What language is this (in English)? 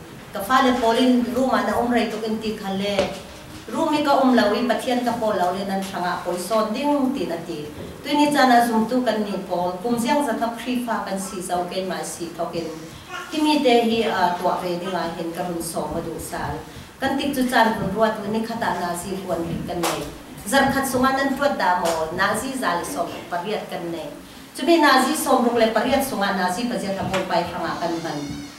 Falam Chin